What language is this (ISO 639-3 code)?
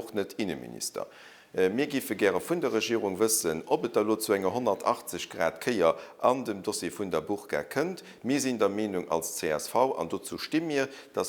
ltz